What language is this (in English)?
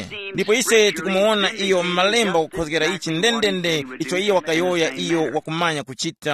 Tumbuka